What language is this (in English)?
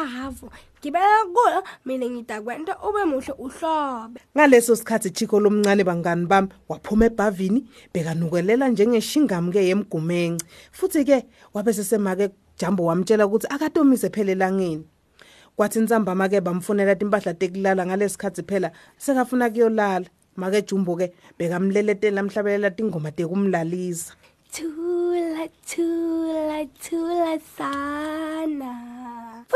Swati